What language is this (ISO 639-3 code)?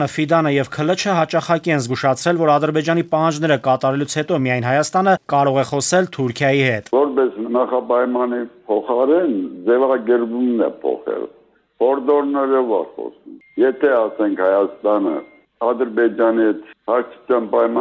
hye